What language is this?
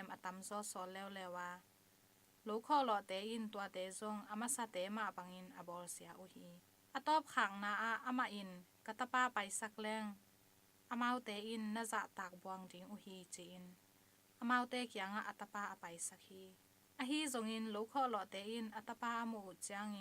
Tedim Chin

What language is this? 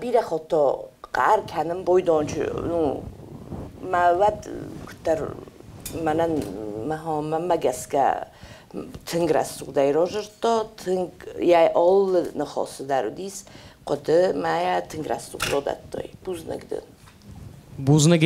Ossetic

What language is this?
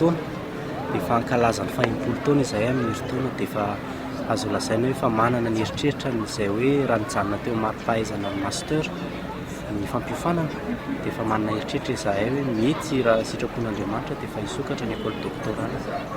Malagasy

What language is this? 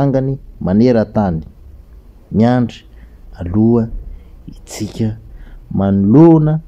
Malagasy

